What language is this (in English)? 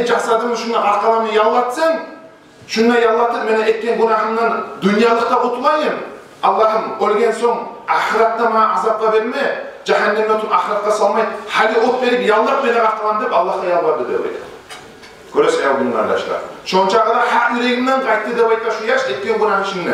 Kumyk